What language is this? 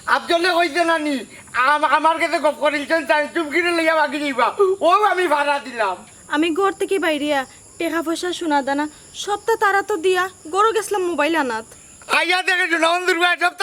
Sylheti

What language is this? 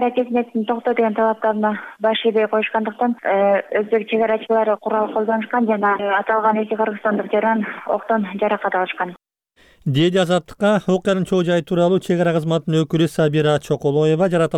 Kyrgyz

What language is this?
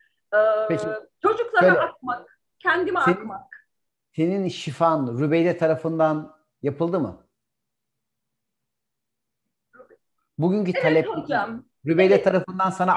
Turkish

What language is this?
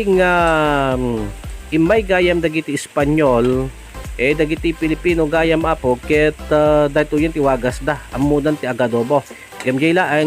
Iloko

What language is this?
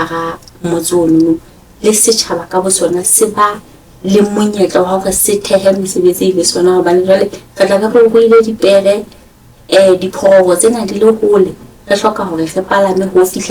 Southern Sotho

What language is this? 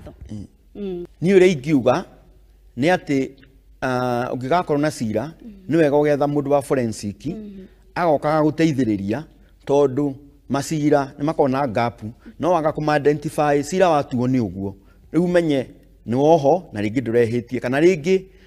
Kikuyu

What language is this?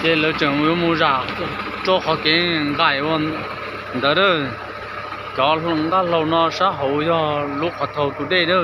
Hmong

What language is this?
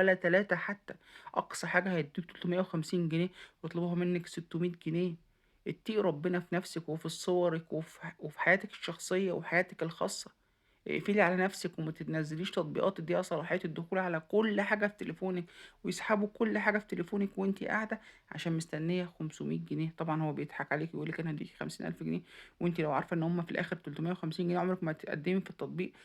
Egyptian Arabic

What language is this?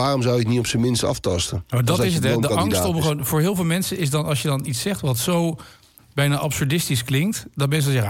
Dutch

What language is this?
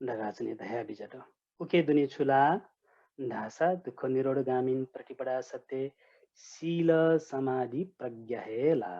Newari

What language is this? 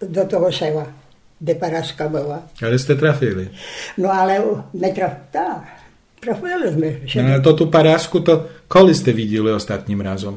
Rusyn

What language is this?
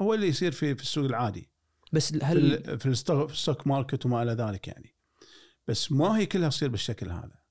Gulf Arabic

